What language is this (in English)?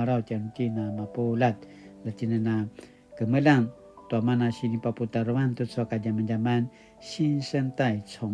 Paiwan